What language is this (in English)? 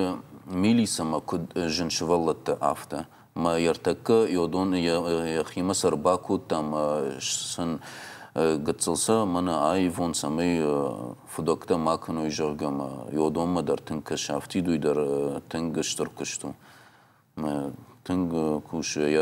Ossetic